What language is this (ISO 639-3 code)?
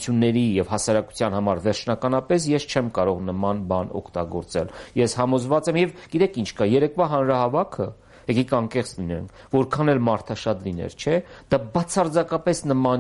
hye